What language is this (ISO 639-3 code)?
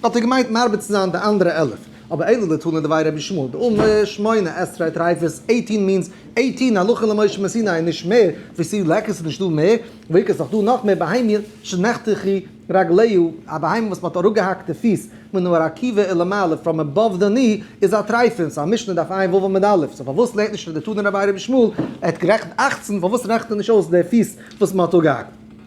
yid